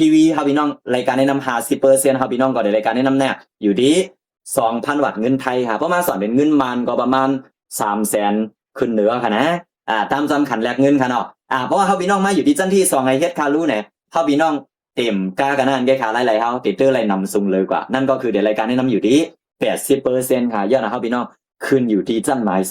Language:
Shan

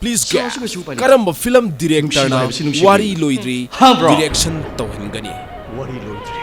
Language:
Manipuri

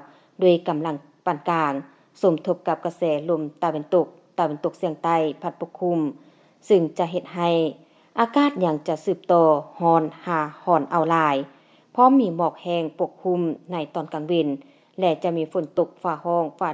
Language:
Lao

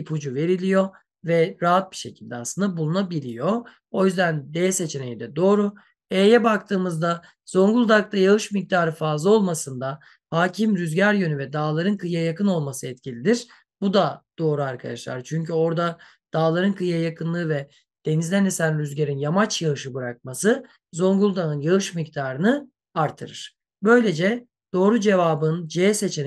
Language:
Turkish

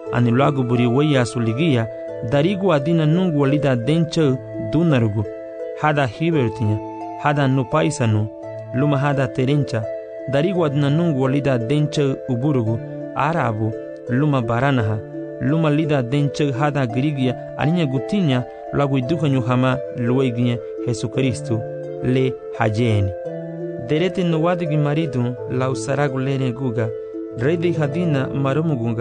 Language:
Garifuna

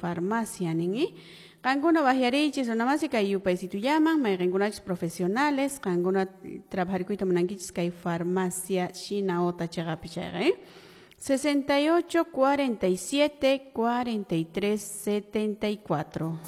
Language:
Quechua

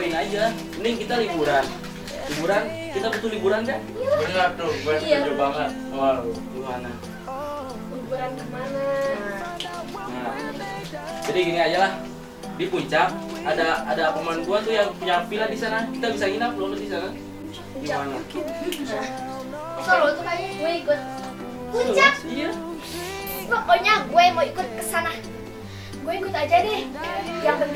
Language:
Indonesian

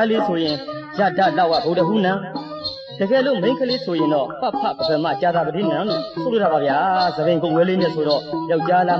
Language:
Burmese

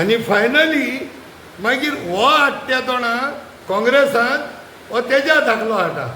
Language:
Konkani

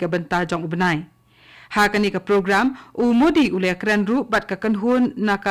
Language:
Khasi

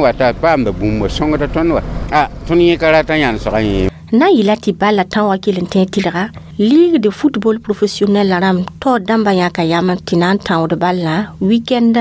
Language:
Mossi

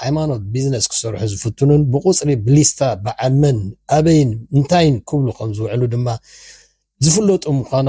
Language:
Tigrinya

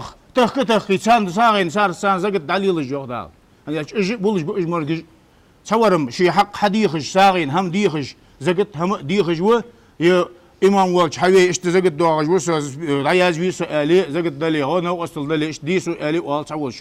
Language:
Ingush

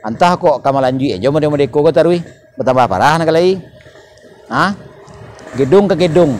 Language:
Minangkabau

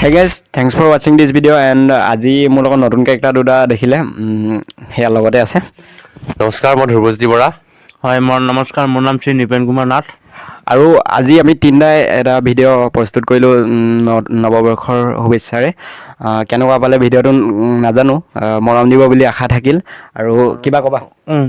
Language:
Assamese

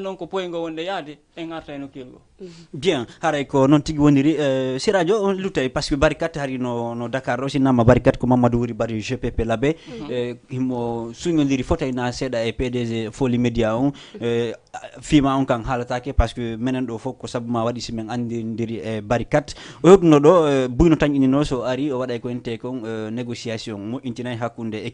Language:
Fula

